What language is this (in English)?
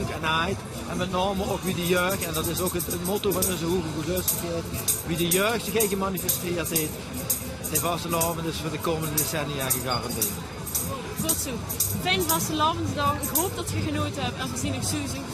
Limburgish